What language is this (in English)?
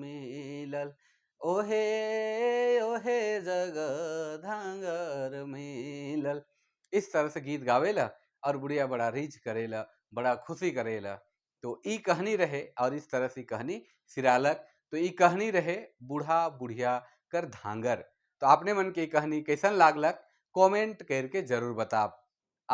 Sadri